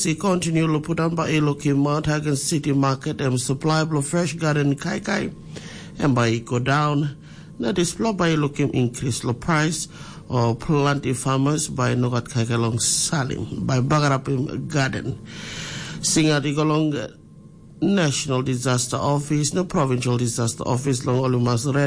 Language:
Tok Pisin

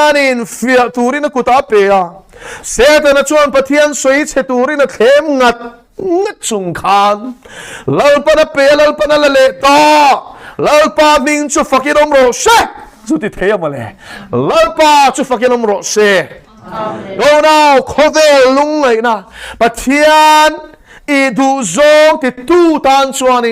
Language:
Mizo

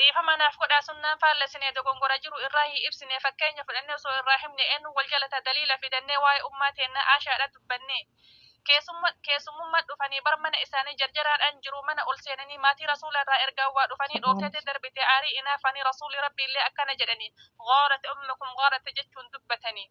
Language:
Oromo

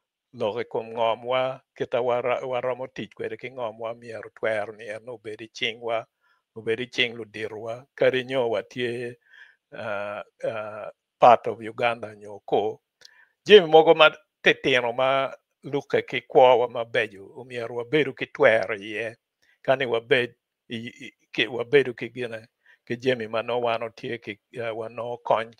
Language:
Acoli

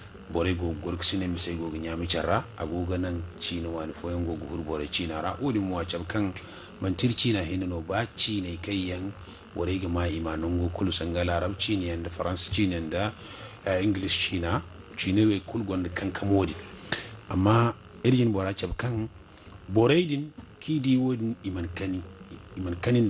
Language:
Zarma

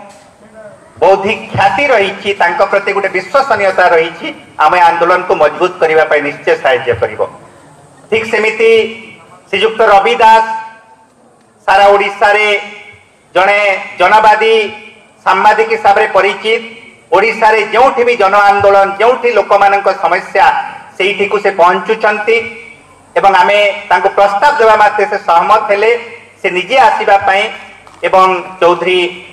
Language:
Odia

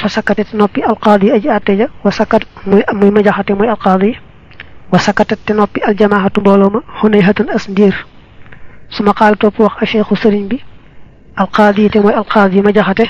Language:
Wolof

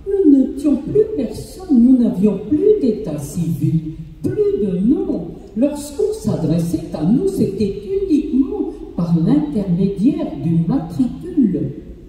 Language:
French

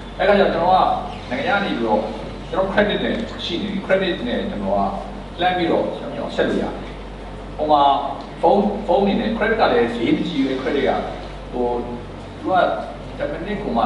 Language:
Burmese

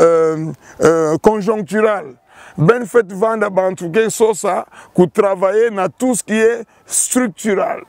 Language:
Kituba (Democratic Republic of Congo)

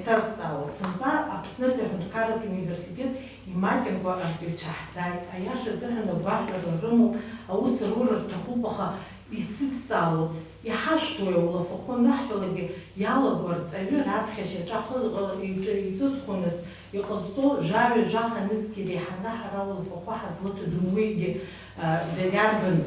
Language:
Abkhazian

